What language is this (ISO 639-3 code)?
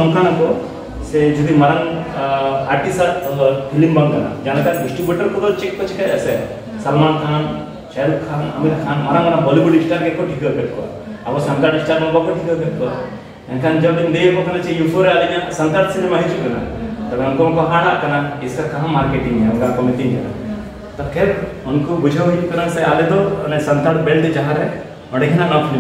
sat